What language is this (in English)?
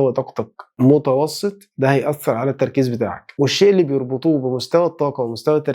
Egyptian Arabic